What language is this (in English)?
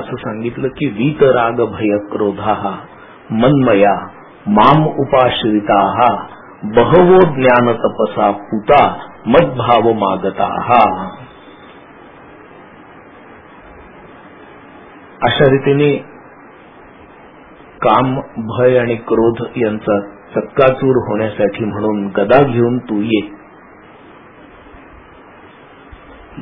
Marathi